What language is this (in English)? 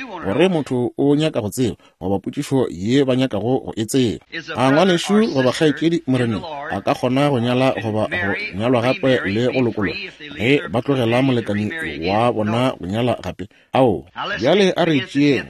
Northern Sotho